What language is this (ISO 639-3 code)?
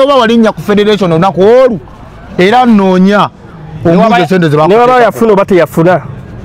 lug